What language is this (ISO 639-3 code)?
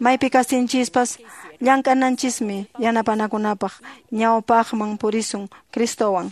que